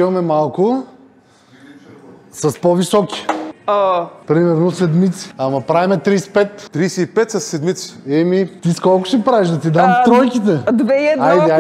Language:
Bulgarian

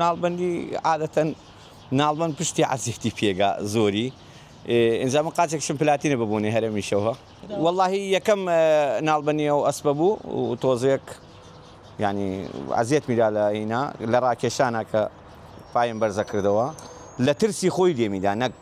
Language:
Central Kurdish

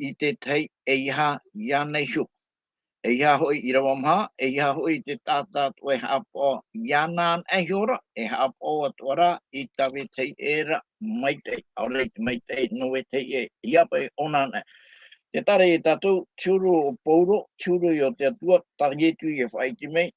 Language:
Tahitian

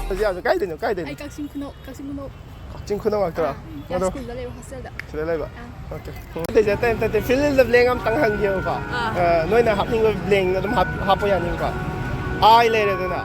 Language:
Manipuri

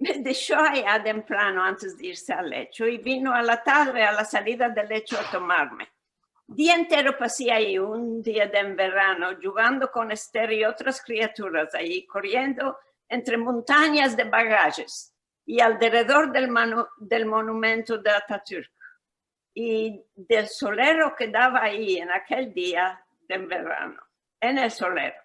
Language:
Ladino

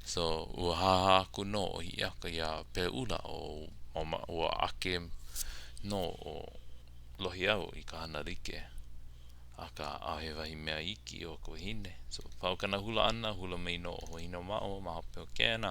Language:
Hawaiian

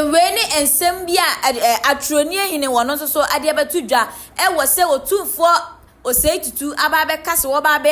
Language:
Akan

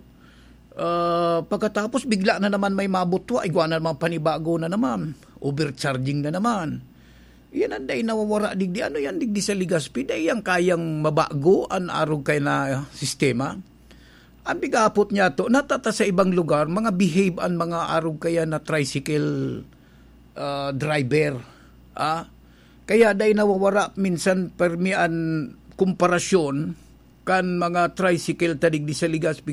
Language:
Bikol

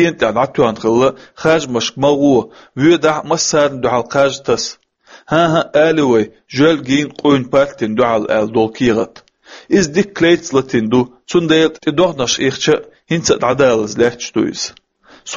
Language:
Chechen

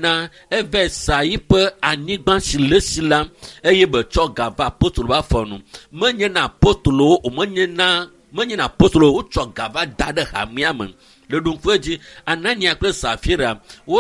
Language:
Ewe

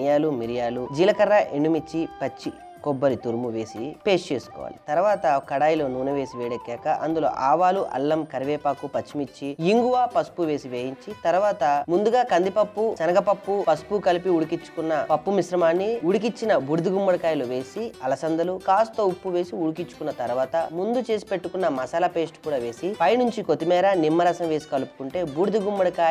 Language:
Telugu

